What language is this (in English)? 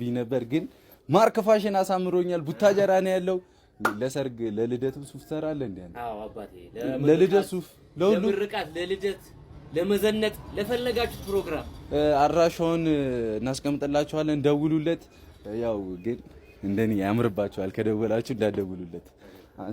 Amharic